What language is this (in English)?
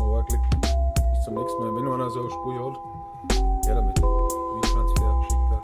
Bavarian